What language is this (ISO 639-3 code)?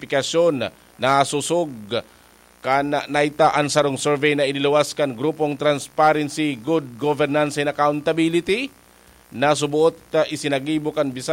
bik